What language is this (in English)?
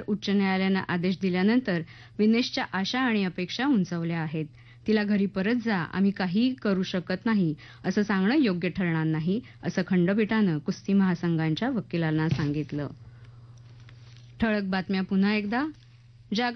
Marathi